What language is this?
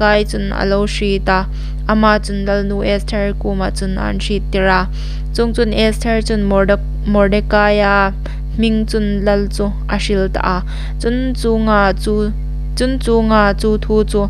Hmar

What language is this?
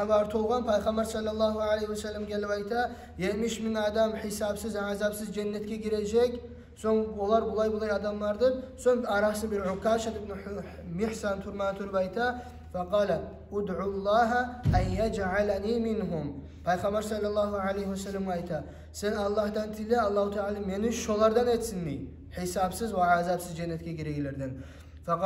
Kumyk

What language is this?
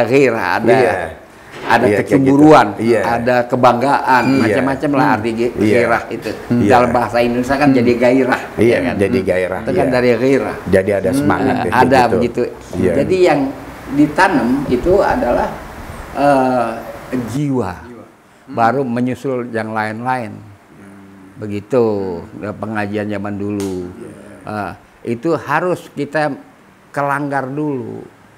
Betawi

